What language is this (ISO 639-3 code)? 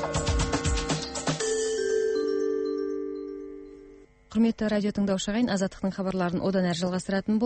kaz